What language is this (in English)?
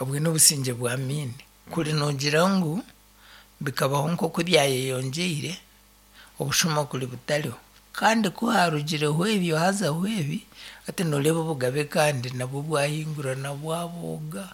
Nyankole